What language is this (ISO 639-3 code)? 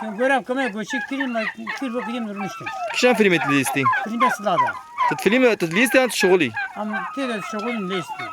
kur